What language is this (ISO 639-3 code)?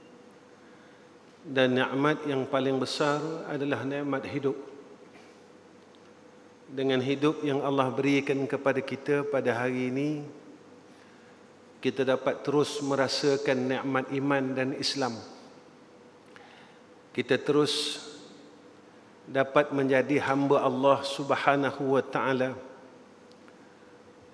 msa